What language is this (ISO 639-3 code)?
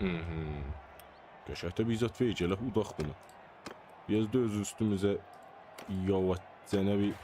azb